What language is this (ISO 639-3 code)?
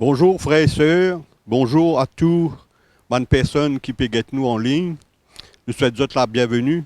mfe